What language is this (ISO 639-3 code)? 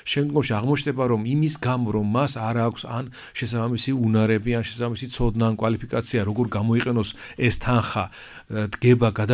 kat